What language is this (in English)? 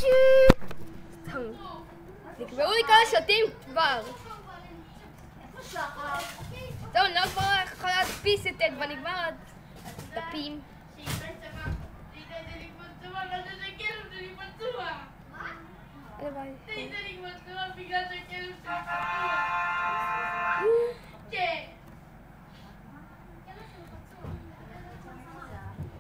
Hebrew